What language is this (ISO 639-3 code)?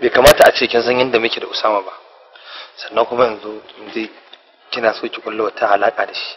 hau